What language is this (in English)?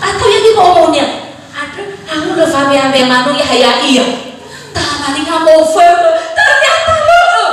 Nias